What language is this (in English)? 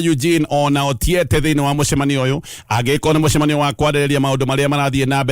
Kikuyu